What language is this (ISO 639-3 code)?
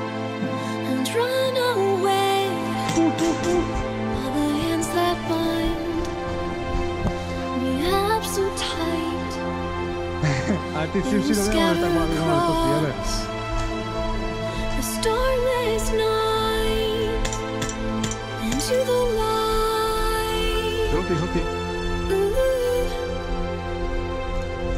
slk